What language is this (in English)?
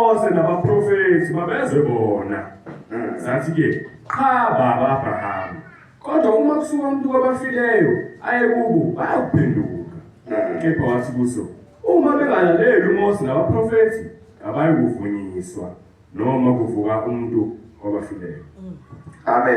Zulu